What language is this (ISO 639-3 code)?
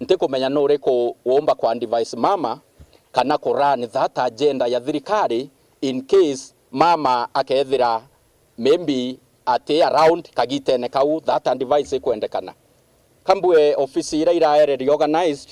mer